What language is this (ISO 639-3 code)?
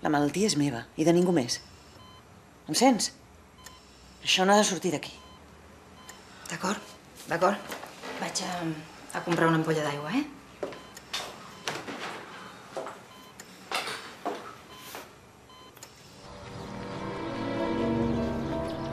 cat